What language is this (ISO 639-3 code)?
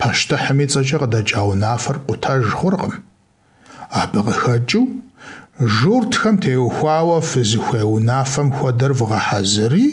kbd